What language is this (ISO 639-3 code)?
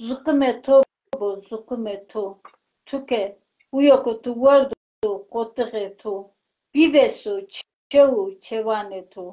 zza